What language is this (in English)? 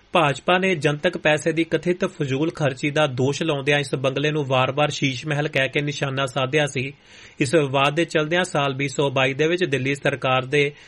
Punjabi